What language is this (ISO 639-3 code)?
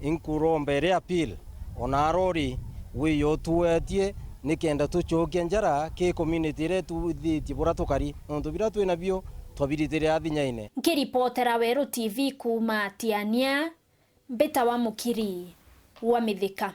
mer